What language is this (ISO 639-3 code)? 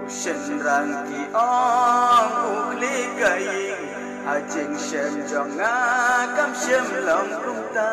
kha